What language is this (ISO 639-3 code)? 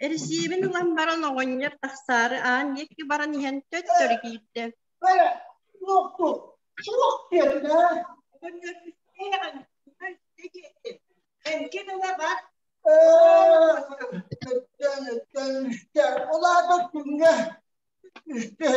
sah